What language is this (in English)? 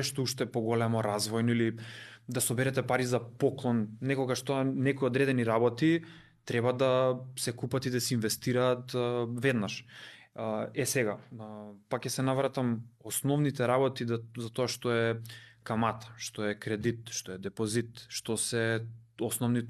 Macedonian